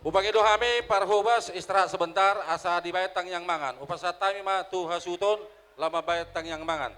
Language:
Batak Toba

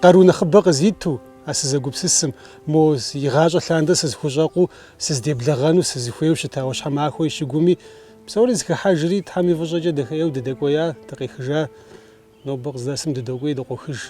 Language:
Kabardian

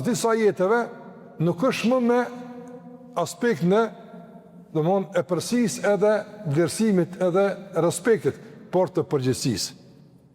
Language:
Albanian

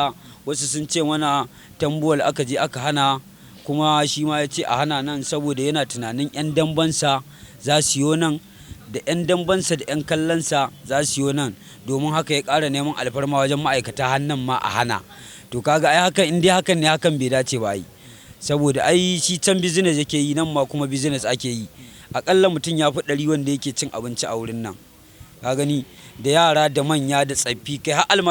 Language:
Hausa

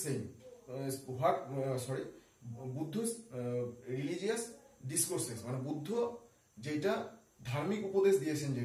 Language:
Bangla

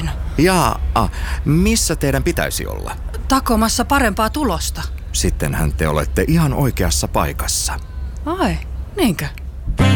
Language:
Finnish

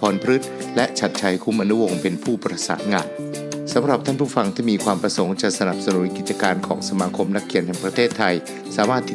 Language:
Thai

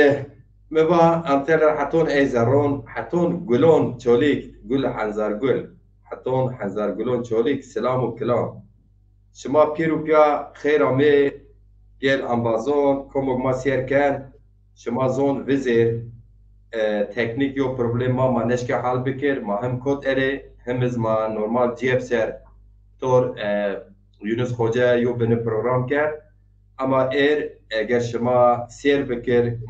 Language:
Zaza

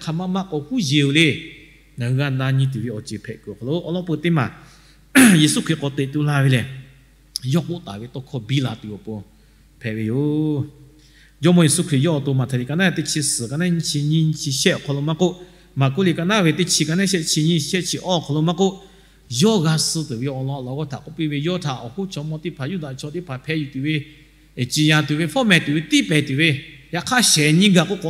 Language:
Lahu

